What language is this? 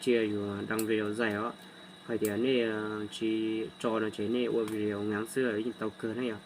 Hmong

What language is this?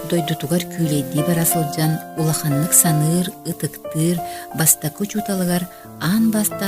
Yakut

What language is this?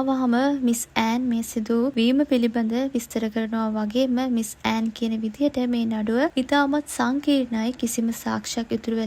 Sinhala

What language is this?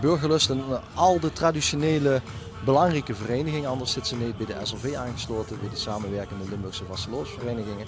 Limburgish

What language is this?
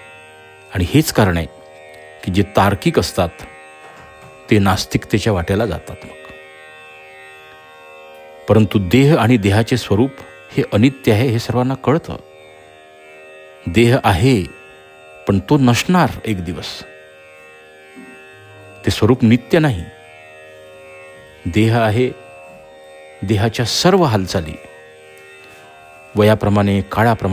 Marathi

